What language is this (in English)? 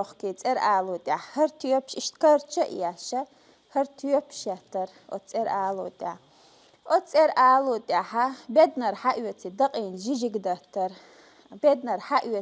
Chechen